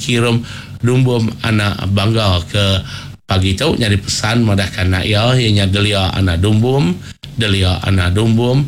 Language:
Iban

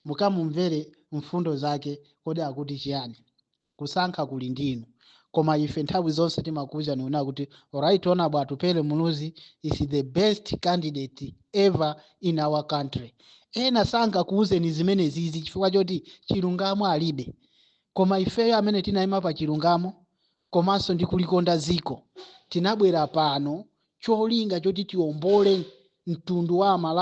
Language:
Nyanja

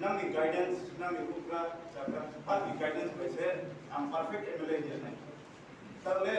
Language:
Riang (India)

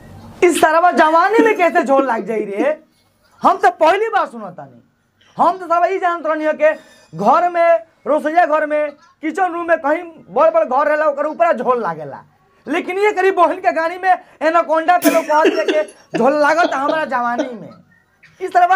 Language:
Bhojpuri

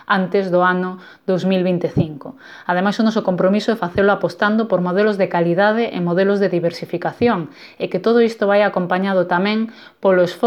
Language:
Galician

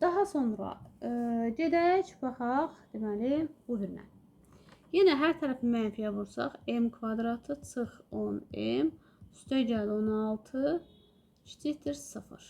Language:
Azerbaijani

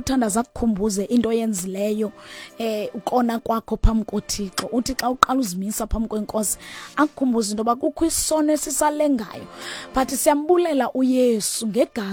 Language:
Xhosa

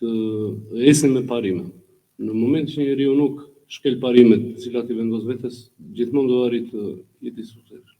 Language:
Albanian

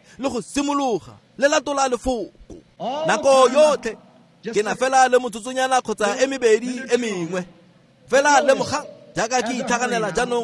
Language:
Tswana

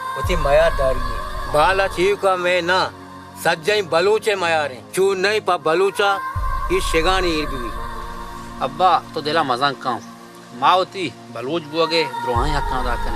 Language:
Baluchi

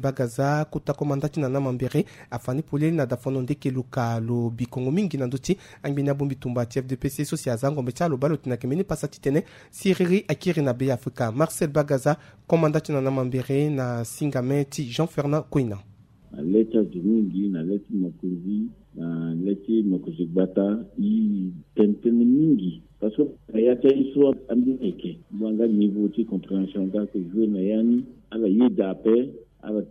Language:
Sango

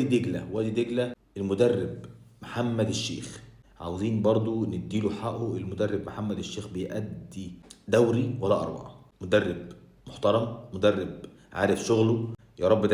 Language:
Egyptian Arabic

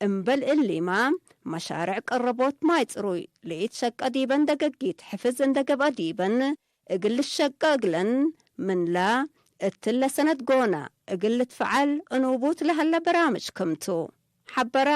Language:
Tigre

